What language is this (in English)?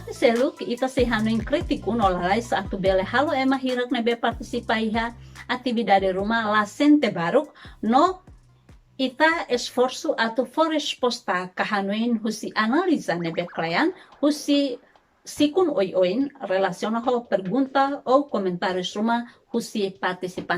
Tetum